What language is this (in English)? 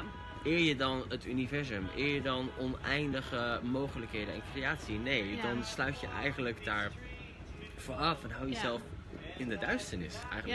Dutch